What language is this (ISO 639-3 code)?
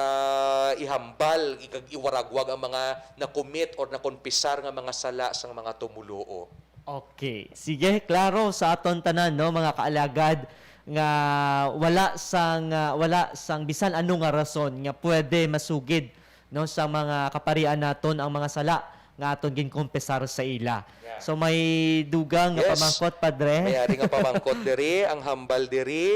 hil